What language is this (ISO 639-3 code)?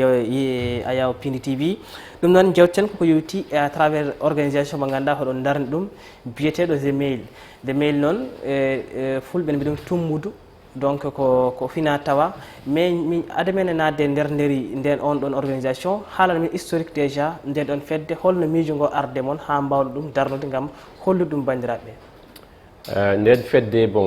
ful